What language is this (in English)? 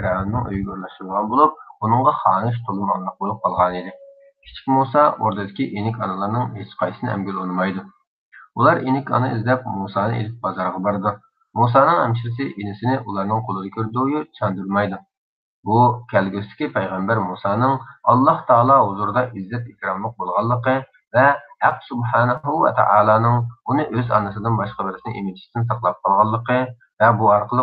Uyghur